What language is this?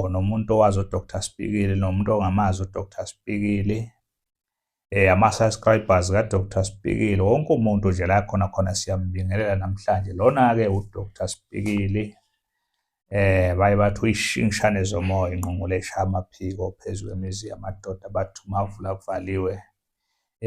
Zulu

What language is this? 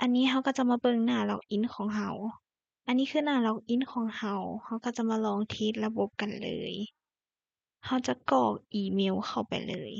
Lao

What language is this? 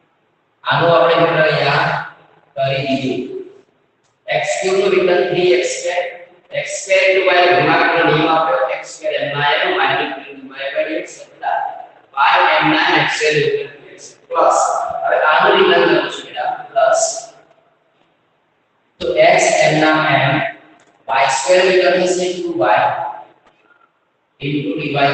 Gujarati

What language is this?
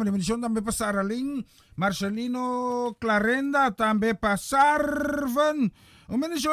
Papiamento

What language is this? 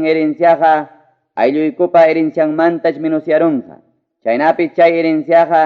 Ayacucho Quechua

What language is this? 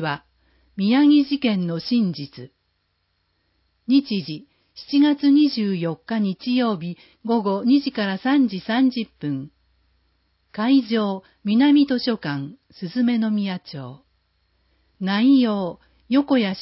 Japanese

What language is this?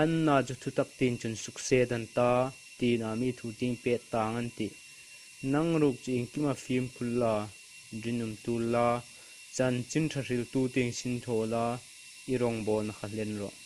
Hmar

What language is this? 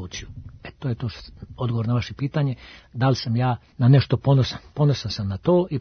Serbian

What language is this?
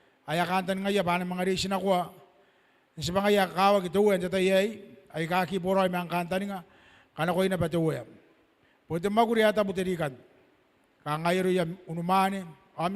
Gilbertese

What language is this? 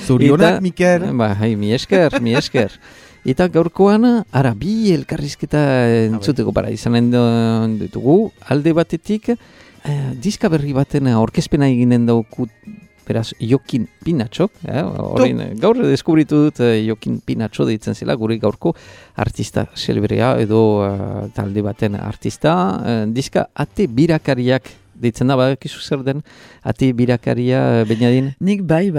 Basque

